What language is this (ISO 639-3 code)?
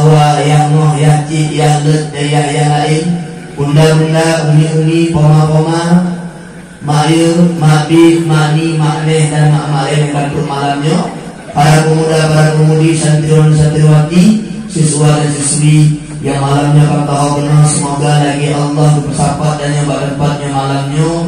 ace